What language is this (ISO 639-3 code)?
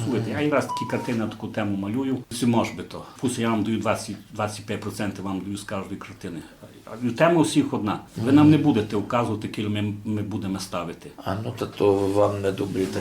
rue